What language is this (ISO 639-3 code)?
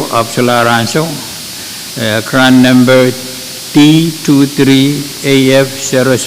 pon